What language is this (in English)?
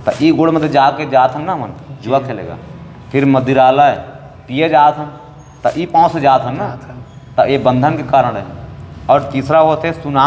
Chhattisgarhi